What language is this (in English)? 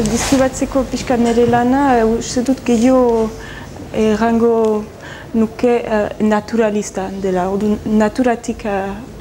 Basque